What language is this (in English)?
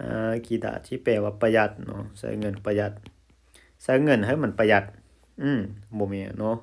Lao